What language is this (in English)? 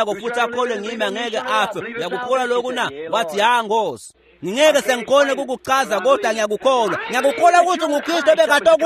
Swati